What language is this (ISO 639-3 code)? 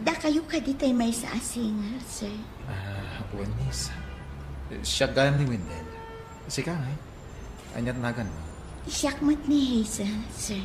ilo